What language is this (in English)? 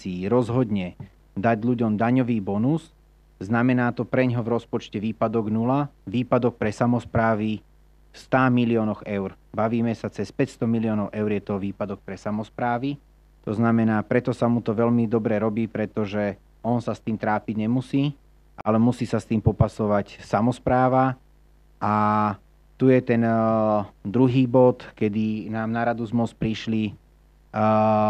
Slovak